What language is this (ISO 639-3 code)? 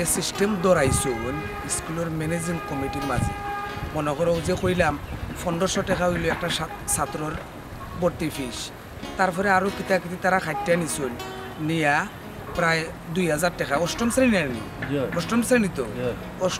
syl